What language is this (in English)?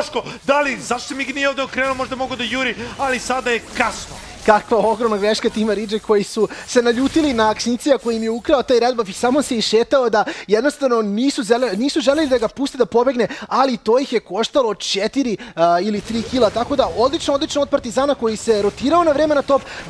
Serbian